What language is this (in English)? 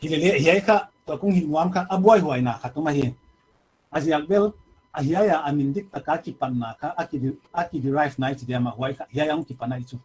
Paite Chin